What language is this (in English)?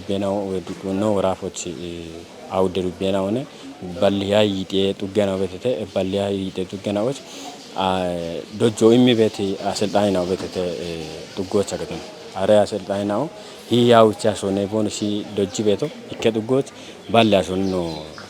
Kafa